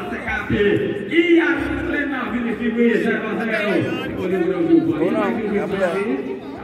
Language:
Portuguese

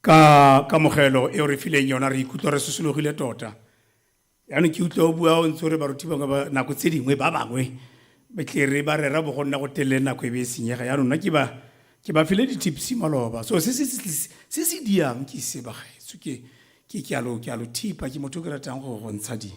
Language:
Tswana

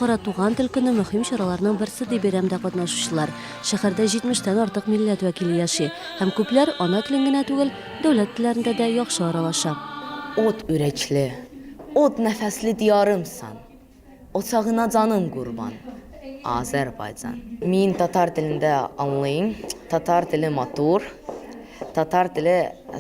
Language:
Tatar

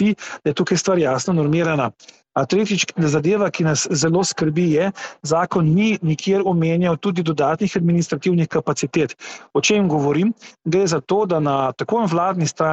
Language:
Slovenian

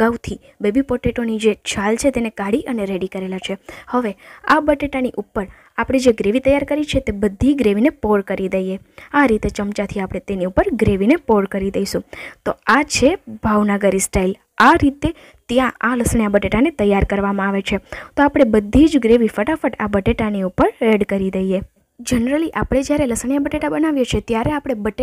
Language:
Gujarati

